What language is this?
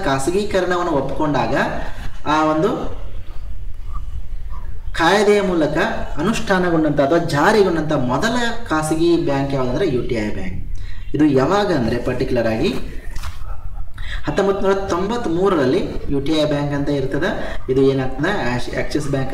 Kannada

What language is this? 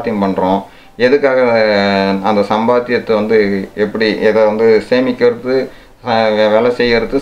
Tamil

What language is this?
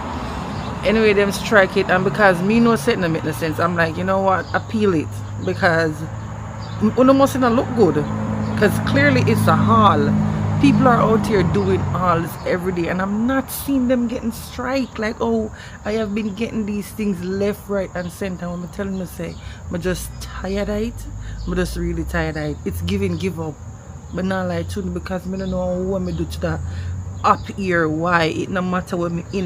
Jamaican Creole English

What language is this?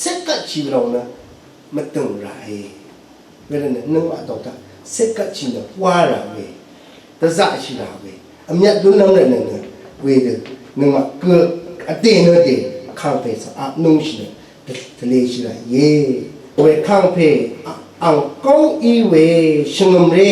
Rawang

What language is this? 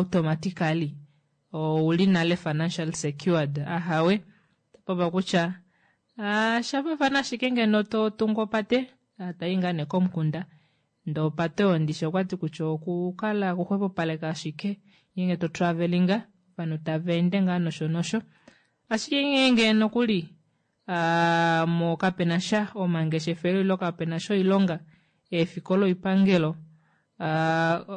Kuanyama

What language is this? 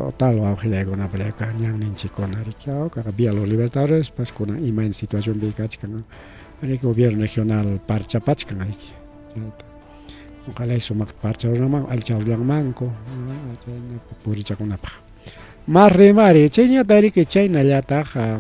Ayacucho Quechua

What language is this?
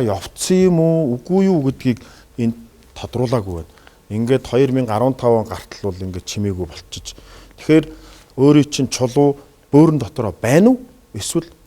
Mongolian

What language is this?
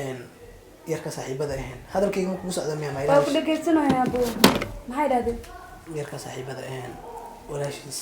Somali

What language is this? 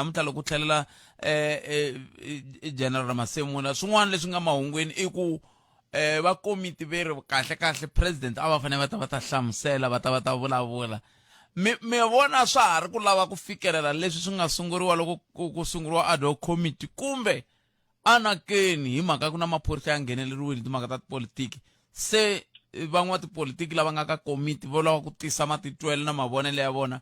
Tsonga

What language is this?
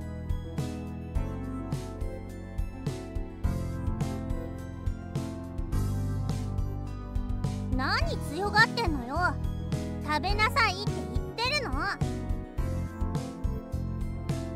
Japanese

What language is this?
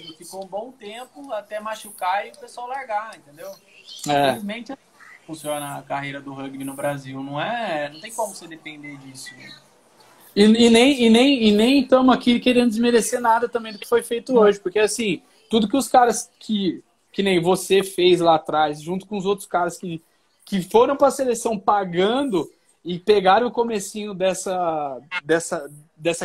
Portuguese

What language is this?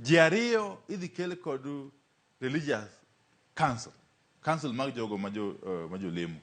Luo (Kenya and Tanzania)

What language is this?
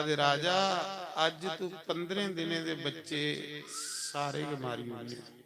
Dogri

